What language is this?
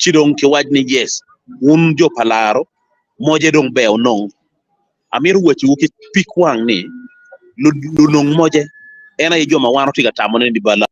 Acoli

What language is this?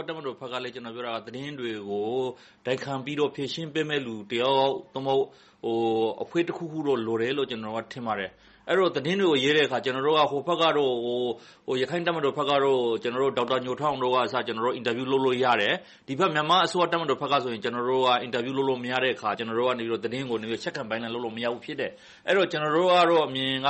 Burmese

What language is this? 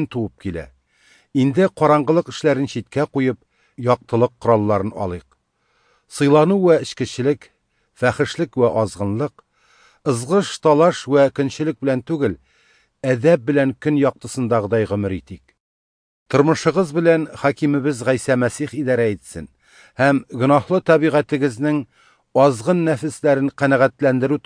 Tatar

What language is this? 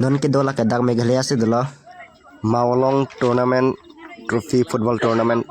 Karbi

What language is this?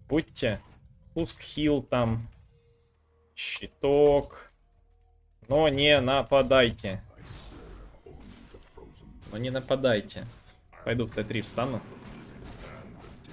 Russian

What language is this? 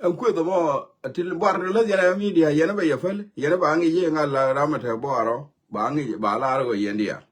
Nuer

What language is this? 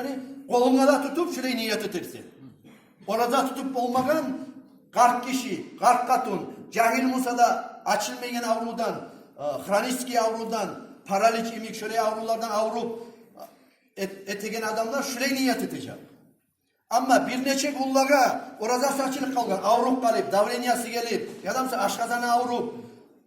Kumyk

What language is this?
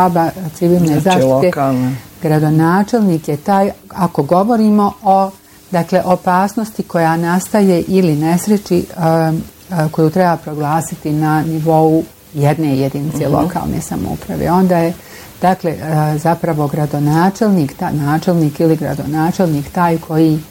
Bosnian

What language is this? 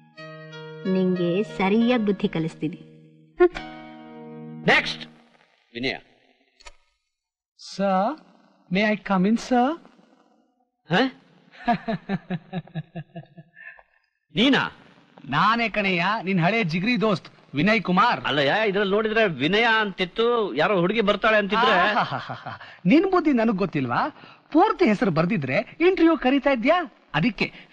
Kannada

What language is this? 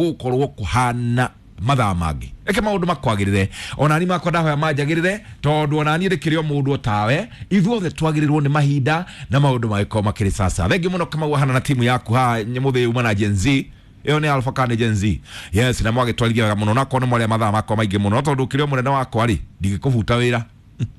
Kikuyu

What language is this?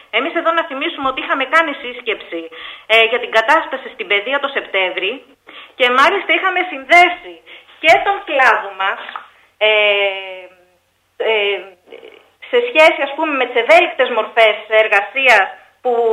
Greek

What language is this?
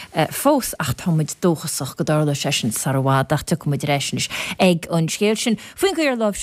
Irish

